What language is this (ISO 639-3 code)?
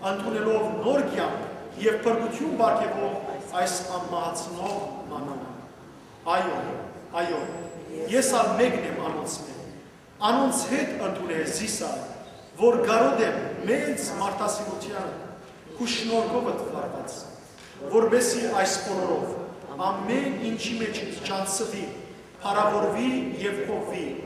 hyw